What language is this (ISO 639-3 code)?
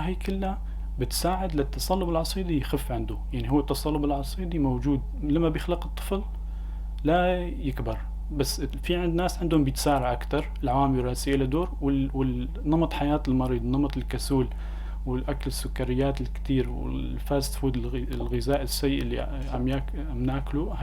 apc